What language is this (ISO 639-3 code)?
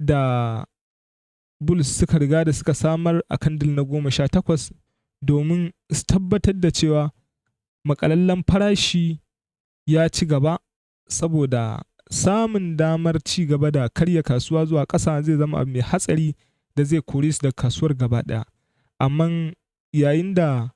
hau